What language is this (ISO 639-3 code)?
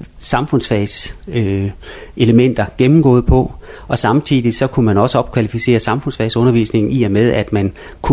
dan